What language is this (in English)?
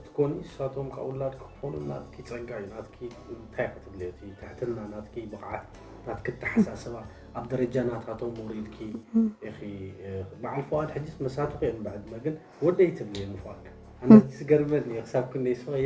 Tigrinya